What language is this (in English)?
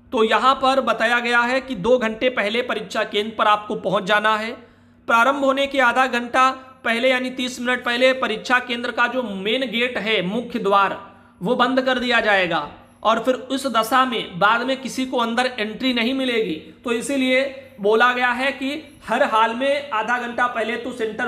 Hindi